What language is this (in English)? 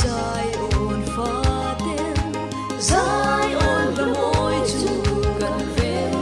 Mizo